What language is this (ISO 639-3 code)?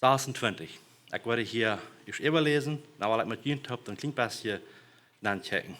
pdt